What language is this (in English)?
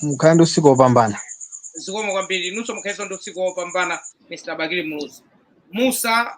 Nyanja